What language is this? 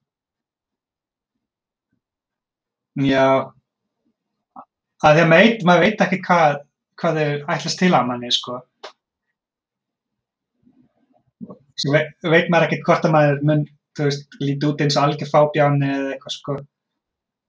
Icelandic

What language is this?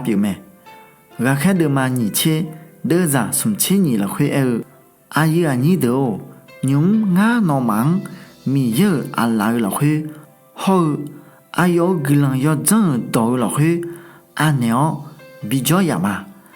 Akha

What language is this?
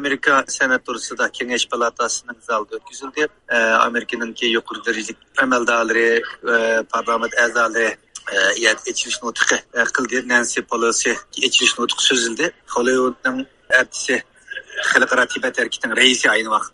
Uyghur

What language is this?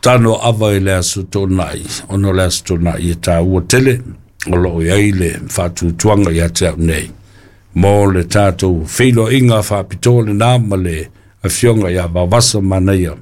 Samoan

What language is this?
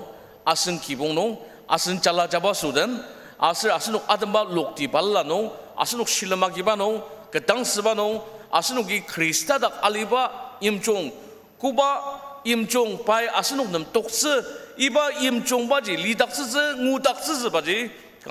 Ao Naga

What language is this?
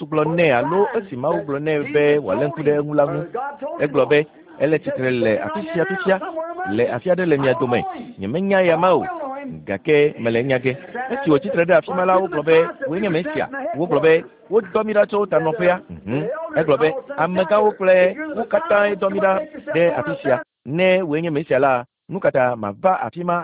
Ewe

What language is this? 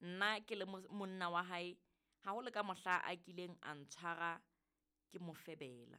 Southern Sotho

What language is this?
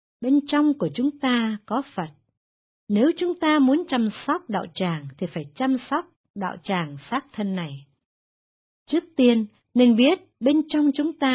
Vietnamese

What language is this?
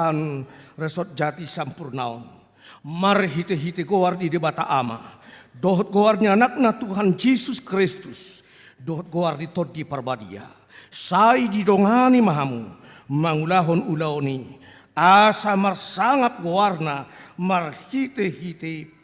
Batak Toba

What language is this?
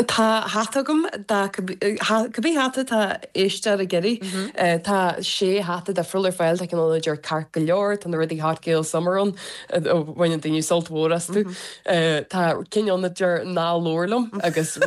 Irish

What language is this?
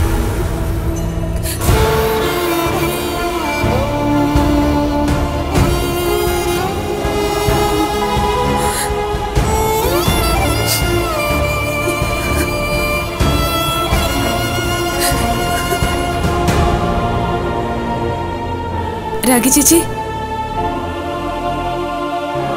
Malayalam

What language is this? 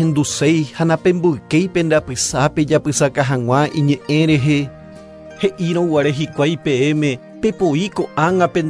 Guarani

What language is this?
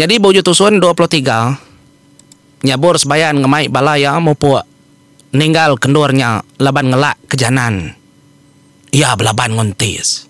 Iban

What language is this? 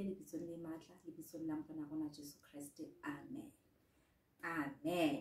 Southern Sotho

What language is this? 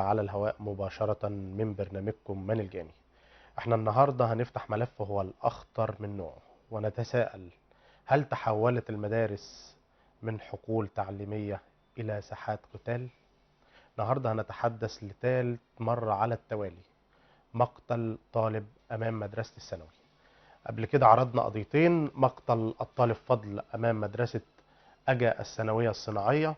Egyptian Arabic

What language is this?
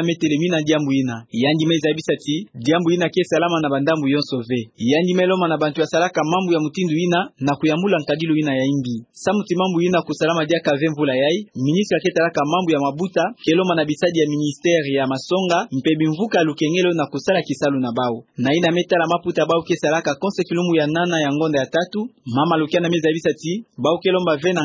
Kituba (Democratic Republic of Congo)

